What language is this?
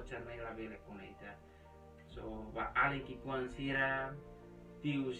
Tetum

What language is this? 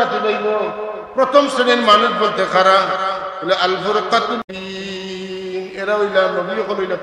Sylheti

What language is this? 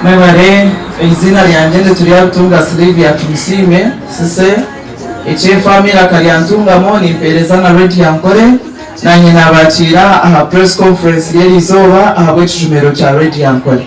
Nyankole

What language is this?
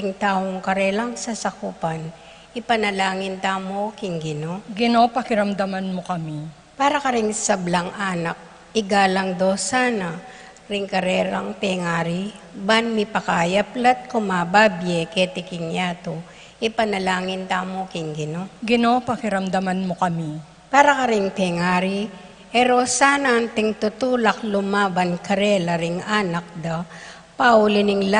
Pampanga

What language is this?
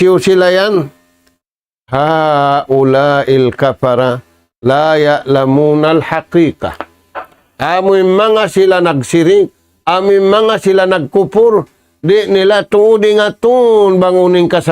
Tausug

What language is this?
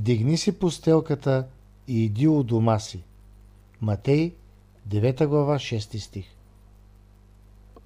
Bulgarian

